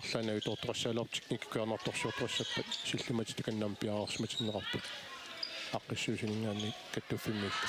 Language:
Kalaallisut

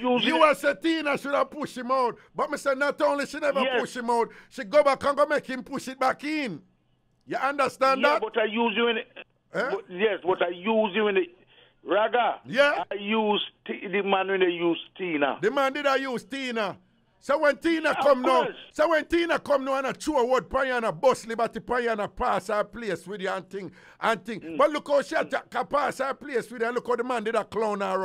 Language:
Jamaican Creole English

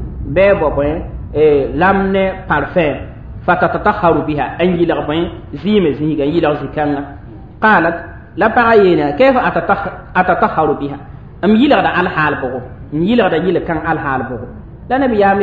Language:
Mossi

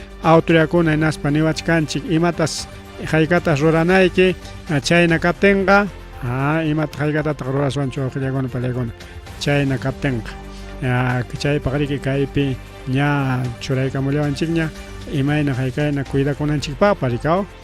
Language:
Ayacucho Quechua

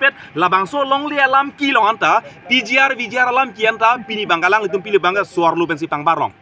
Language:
Karbi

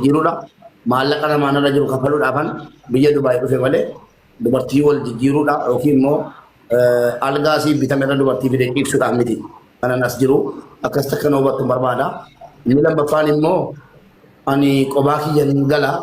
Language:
Oromo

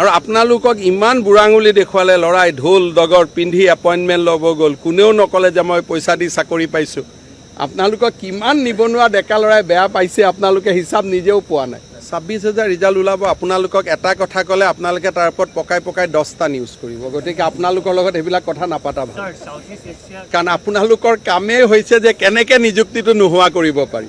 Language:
Assamese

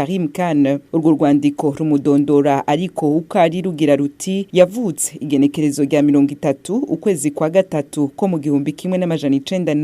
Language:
Rundi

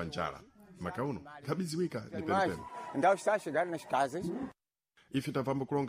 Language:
Sena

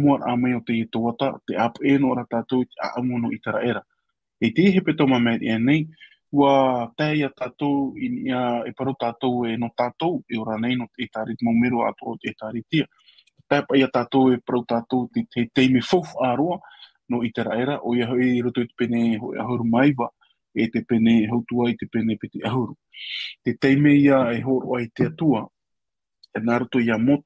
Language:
Tahitian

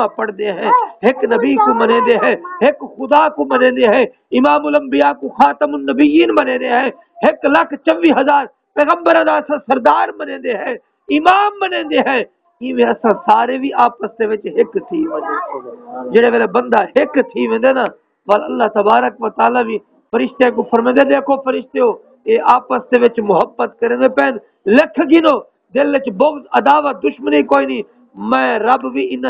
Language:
Saraiki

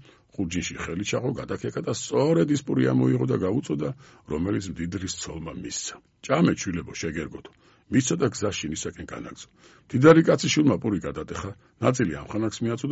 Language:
Georgian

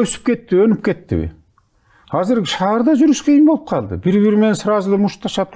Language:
Kyrgyz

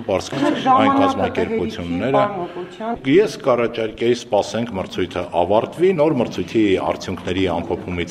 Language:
Armenian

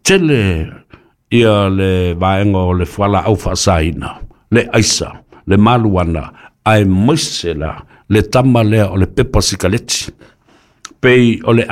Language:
Samoan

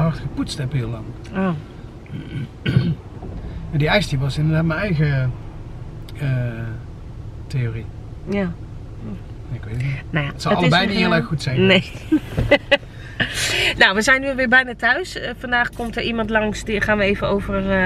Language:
Dutch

